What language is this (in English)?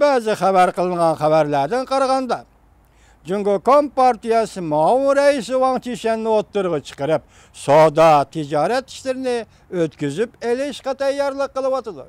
Uyghur